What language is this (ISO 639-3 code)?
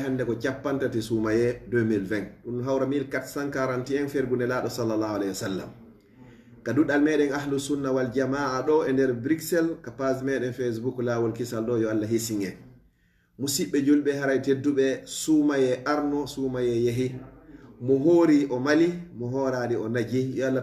ful